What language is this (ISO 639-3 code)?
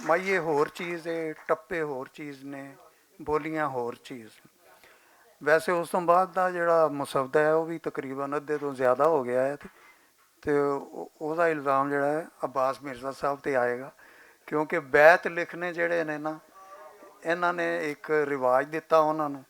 lah